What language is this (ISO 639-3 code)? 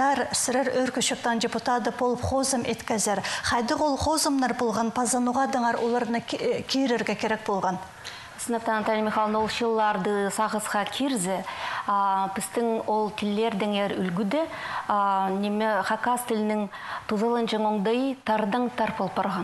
kjh